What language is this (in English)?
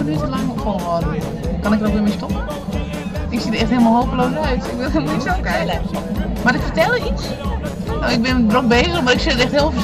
Western Frisian